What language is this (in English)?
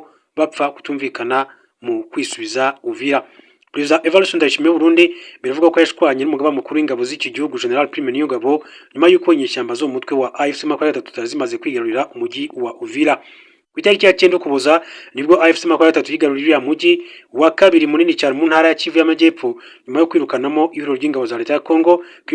Kinyarwanda